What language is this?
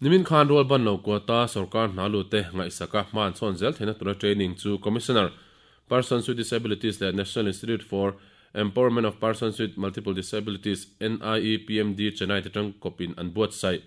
Mizo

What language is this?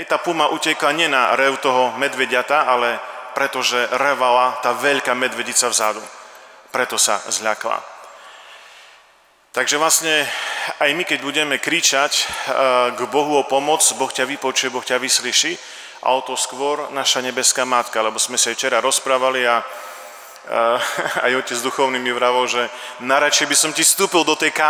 Slovak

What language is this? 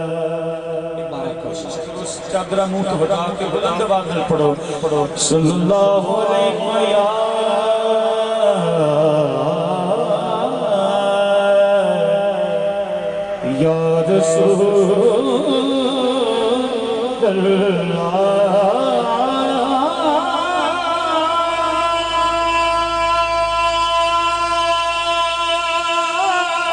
Urdu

